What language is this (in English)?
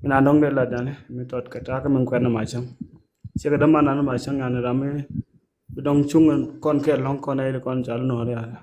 Nuer